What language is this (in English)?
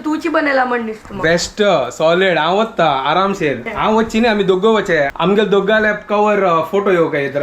Konkani